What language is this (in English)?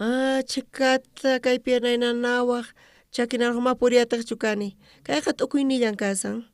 South Bolivian Quechua